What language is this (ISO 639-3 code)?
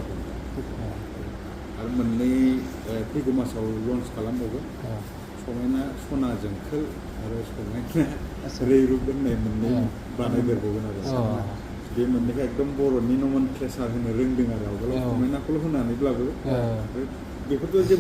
brx